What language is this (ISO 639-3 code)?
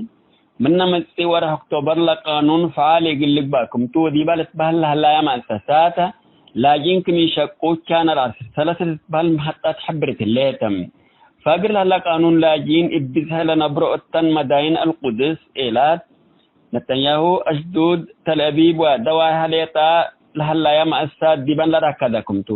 tig